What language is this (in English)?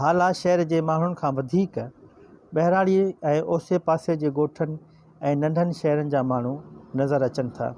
Sindhi